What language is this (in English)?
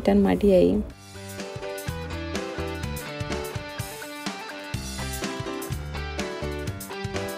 Malayalam